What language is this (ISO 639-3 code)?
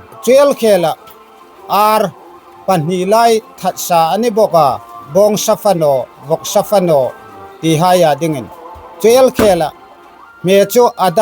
hmr